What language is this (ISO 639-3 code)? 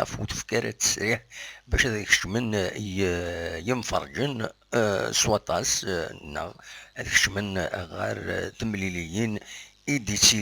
kab